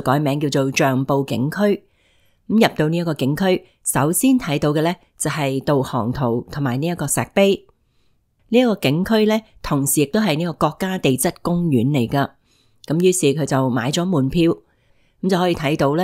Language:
Cantonese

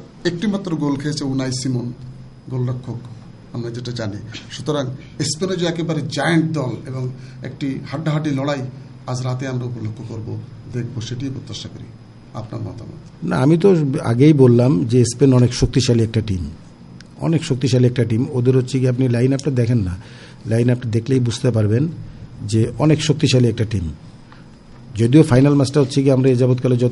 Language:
Bangla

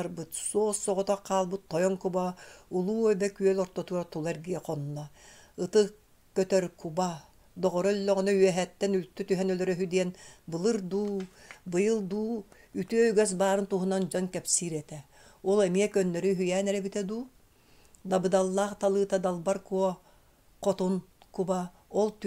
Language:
Yakut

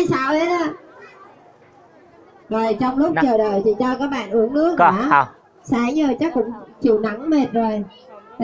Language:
Vietnamese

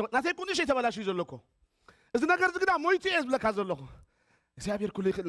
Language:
Tigrinya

